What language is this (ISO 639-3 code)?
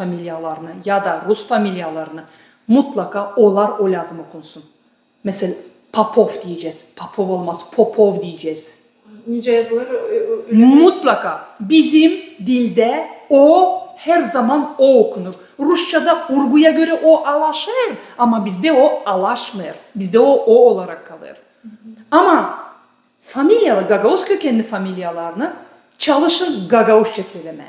gag